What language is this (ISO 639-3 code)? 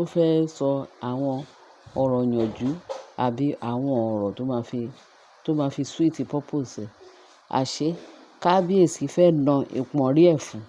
yor